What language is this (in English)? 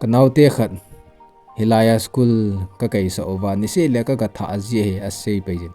Thado Chin